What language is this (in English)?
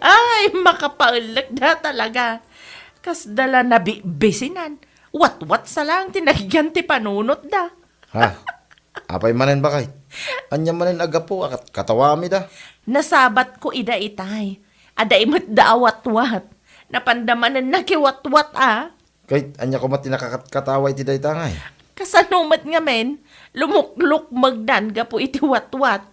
Iloko